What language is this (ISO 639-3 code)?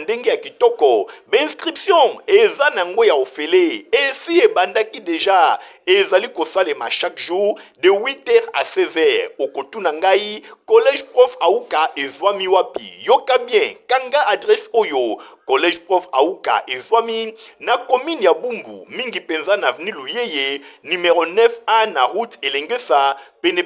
lin